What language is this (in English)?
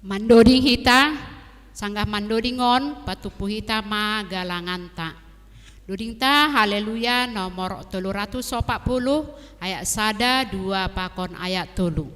Batak Simalungun